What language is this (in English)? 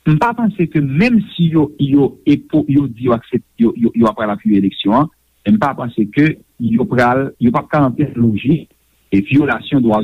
Haitian Creole